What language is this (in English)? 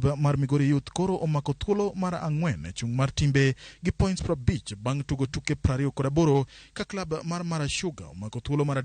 Luo (Kenya and Tanzania)